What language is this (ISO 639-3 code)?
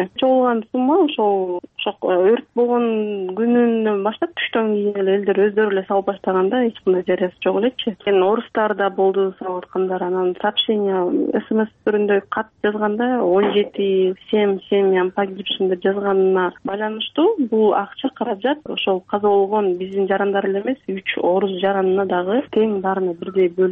kir